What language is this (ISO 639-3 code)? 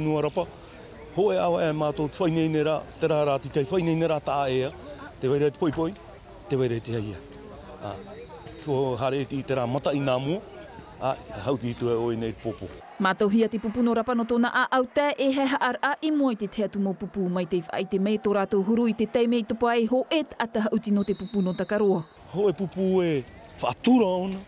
tah